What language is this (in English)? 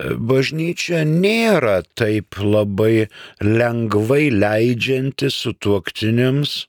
Lithuanian